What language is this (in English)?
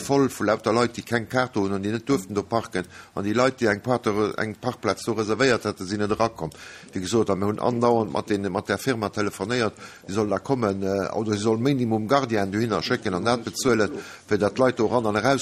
Luxembourgish